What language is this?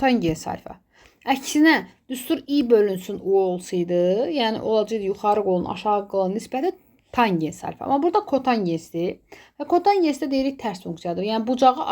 Azerbaijani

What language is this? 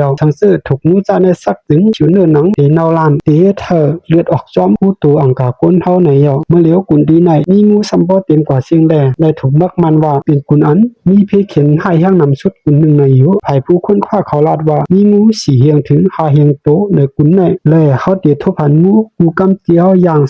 Shan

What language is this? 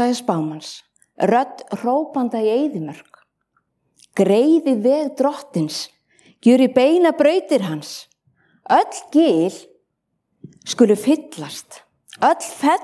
Icelandic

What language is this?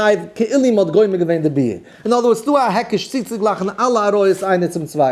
Yiddish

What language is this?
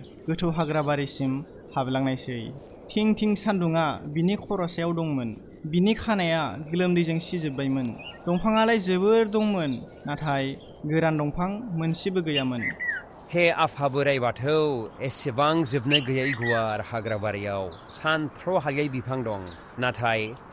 Bodo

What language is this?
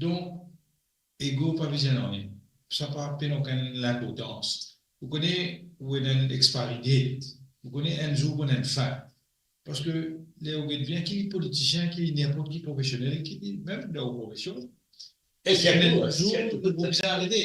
Morisyen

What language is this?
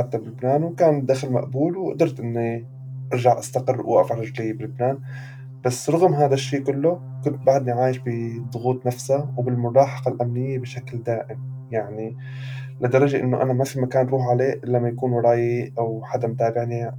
North Levantine Arabic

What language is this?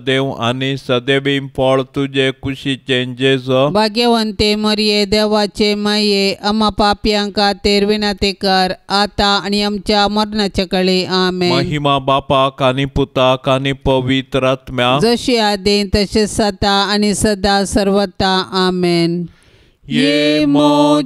Konkani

